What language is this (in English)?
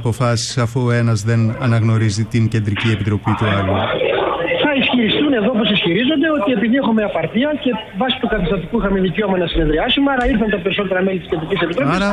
Greek